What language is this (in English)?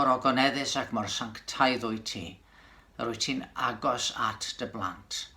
Welsh